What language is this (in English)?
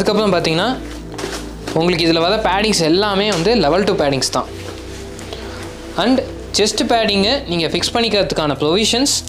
Tamil